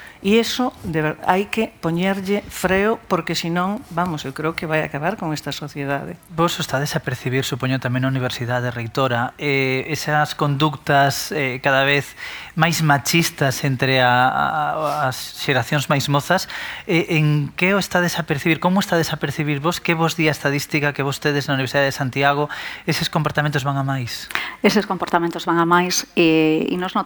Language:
Galician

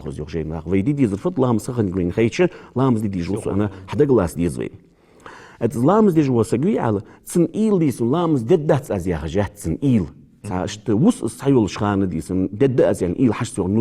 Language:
Ingush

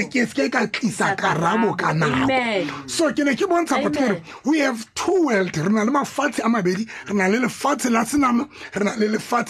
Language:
Tswana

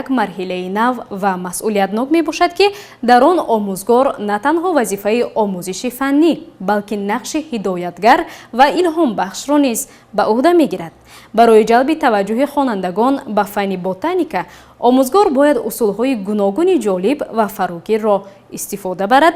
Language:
Tajik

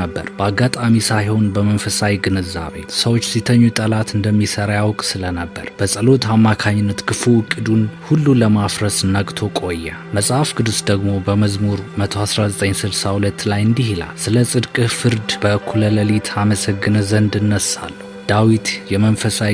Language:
Amharic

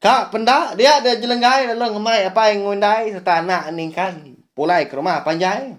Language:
Iban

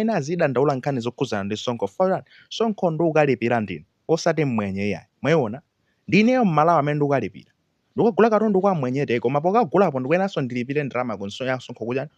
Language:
Nyanja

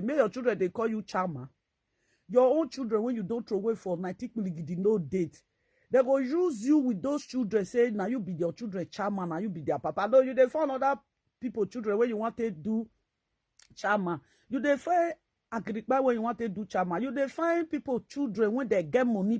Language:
Nigerian Pidgin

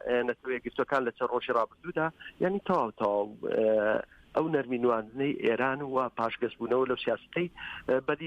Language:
Central Kurdish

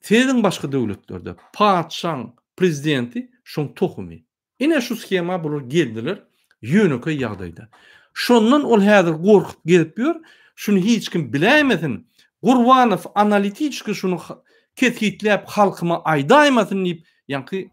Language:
Turkmen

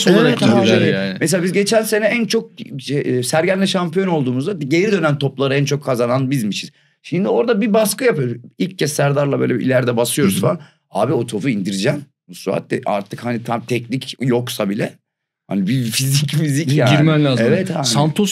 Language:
Turkish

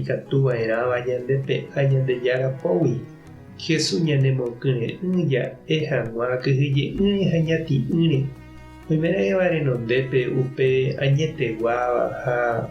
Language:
Guarani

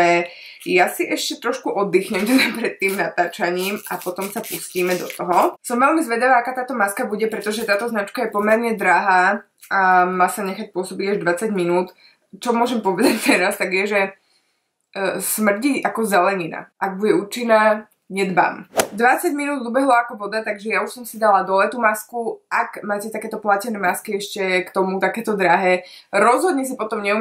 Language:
Slovak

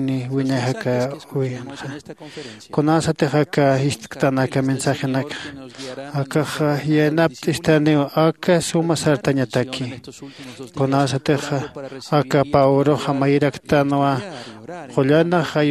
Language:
Aymara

